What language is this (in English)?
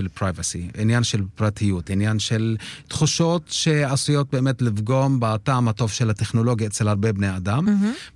Hebrew